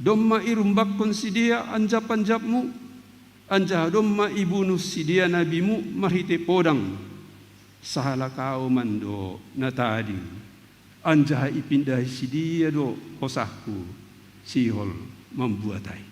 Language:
Batak Simalungun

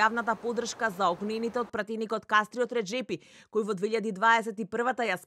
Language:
Macedonian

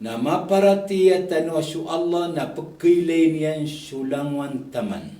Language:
Maranao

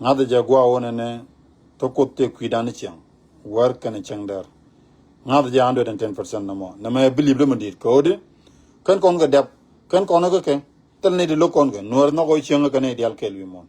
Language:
Nuer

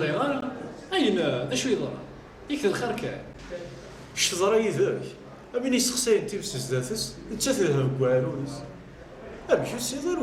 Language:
Kabyle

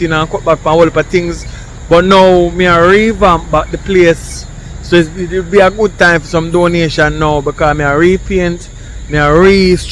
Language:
Jamaican Creole English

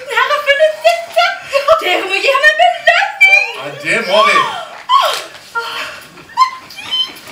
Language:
Norwegian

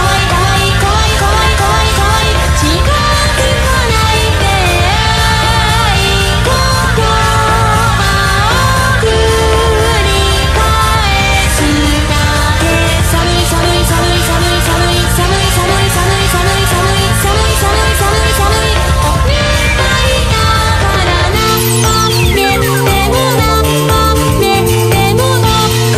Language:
Japanese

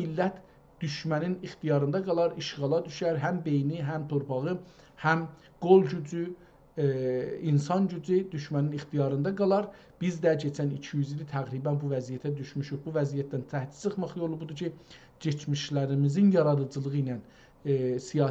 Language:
South Azerbaijani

